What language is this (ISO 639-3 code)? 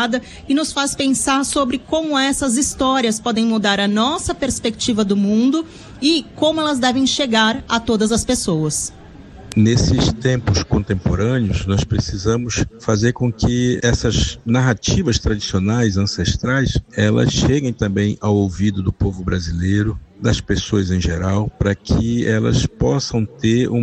por